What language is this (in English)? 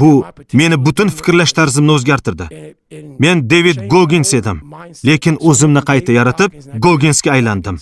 Uzbek